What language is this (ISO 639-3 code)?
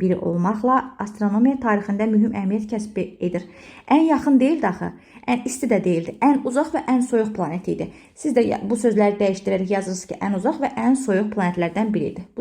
aze